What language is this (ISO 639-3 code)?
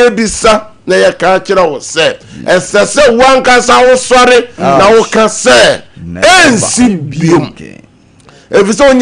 aka